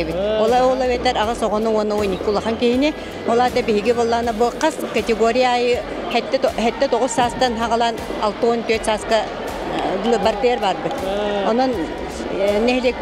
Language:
Yakut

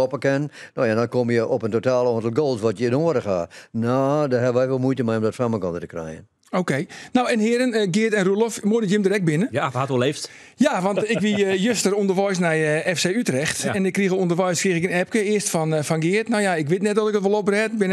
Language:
Western Frisian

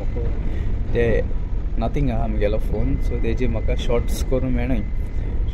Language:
Konkani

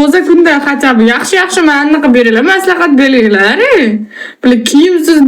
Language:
Uzbek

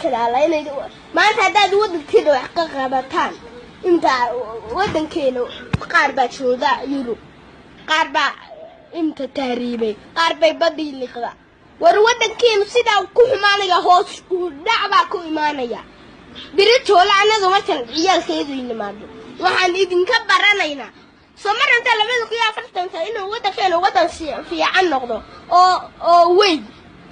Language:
Somali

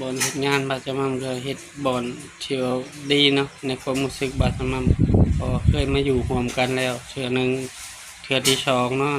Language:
Northeastern Thai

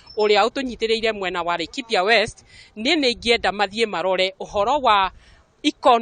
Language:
Kikuyu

